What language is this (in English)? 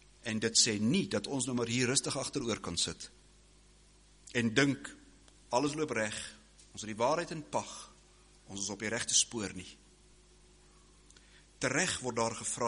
Afrikaans